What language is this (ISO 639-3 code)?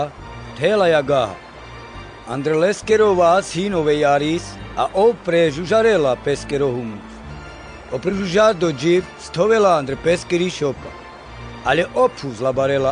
rmc